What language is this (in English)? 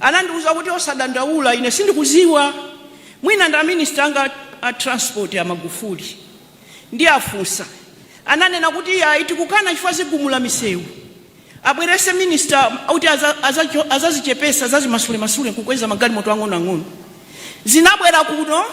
Nyanja